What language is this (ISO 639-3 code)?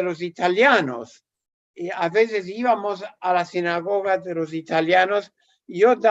lad